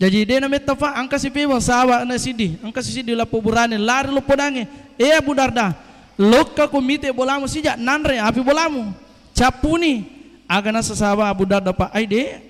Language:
Buginese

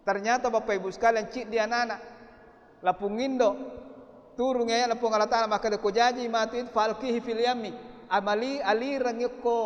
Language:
Buginese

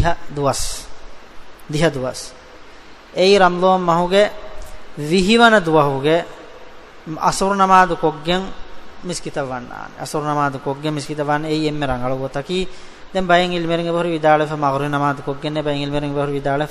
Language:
Divehi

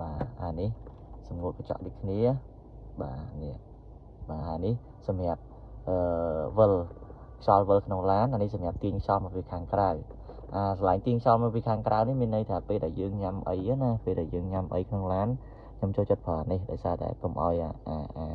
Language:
Khmer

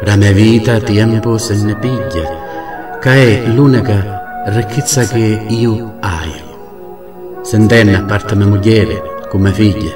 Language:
Sicilian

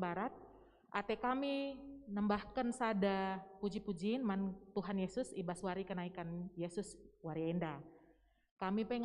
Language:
Batak Karo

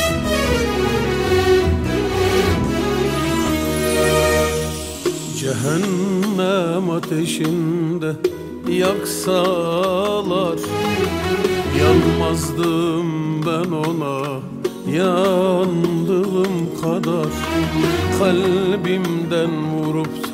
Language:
Turkish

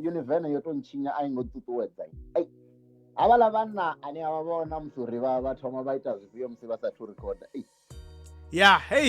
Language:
Venda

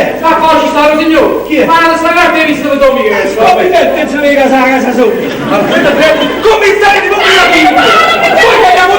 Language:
Neapolitan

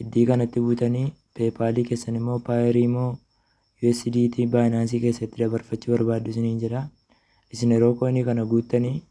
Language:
Oromo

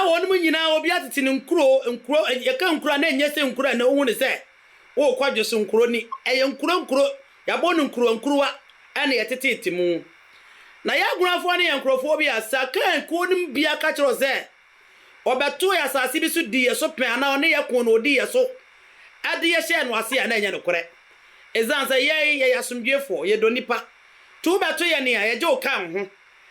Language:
Akan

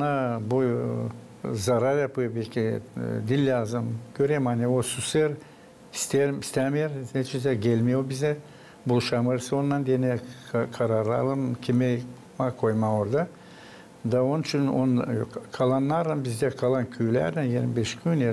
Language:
Gagauz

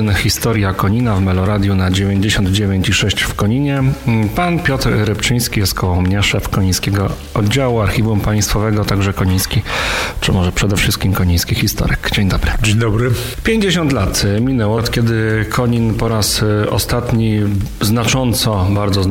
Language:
Polish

